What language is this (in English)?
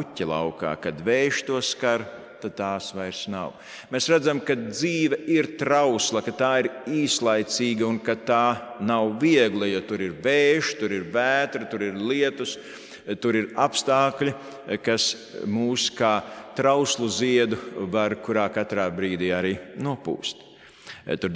Latvian